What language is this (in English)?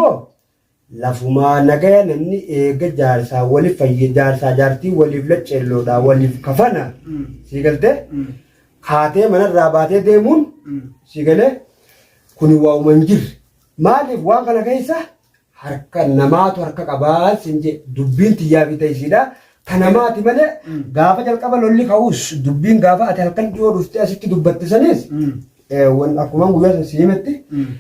Oromo